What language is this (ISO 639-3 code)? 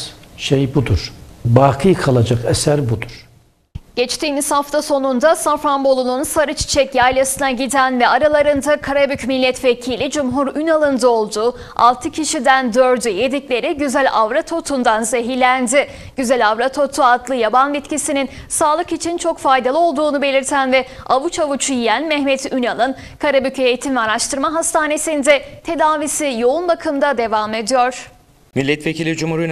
tur